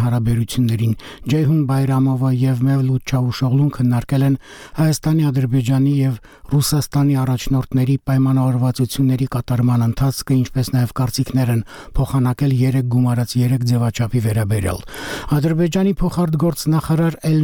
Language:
Armenian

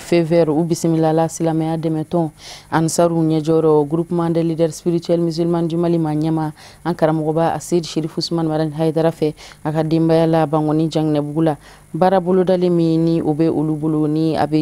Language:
Bambara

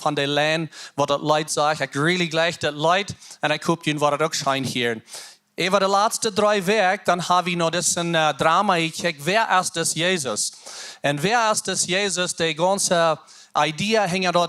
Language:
Plautdietsch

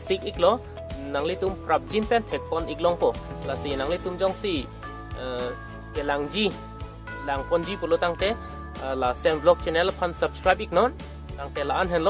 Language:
Karbi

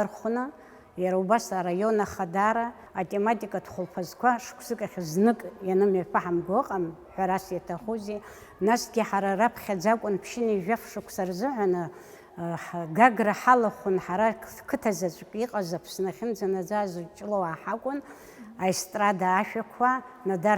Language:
Abkhazian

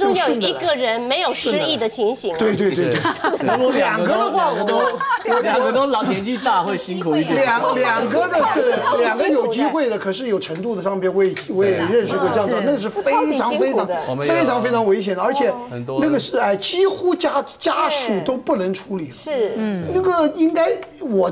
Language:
Chinese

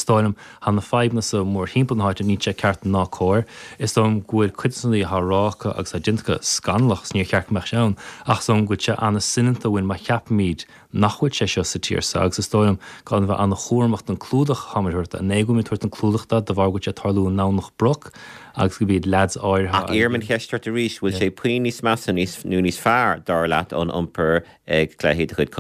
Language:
Irish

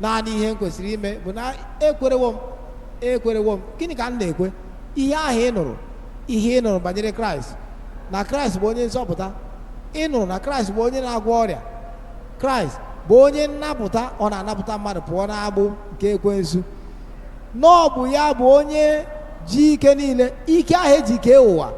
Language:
Igbo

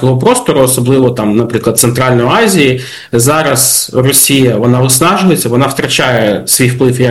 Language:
Ukrainian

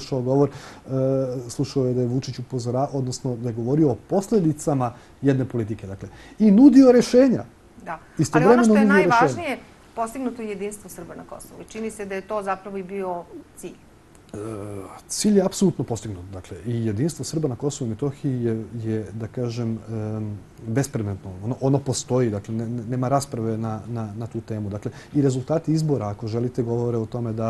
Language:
Serbian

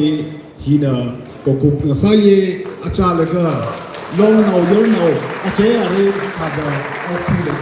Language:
Tangkhul Naga (India)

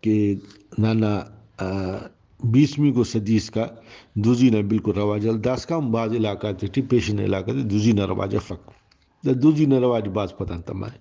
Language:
Brahui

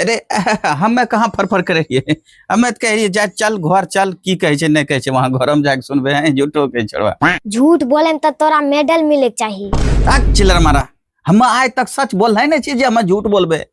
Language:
Angika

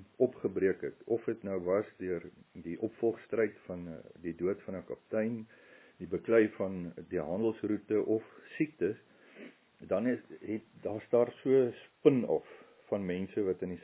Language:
Afrikaans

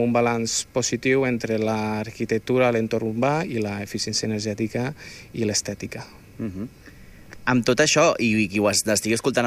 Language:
Catalan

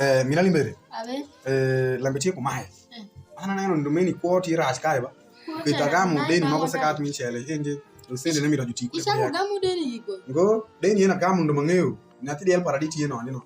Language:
Alur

